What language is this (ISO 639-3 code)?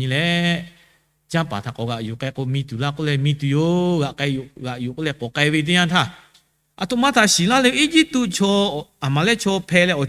lhu